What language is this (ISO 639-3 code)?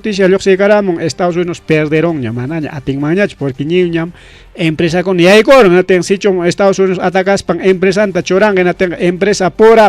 quy